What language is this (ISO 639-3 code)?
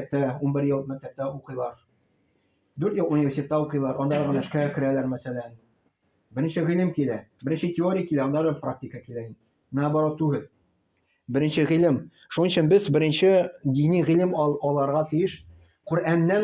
tat